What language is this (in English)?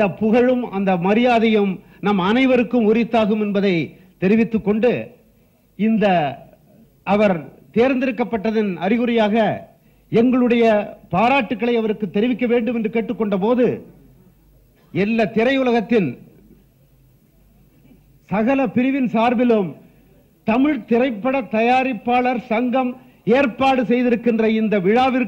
Tamil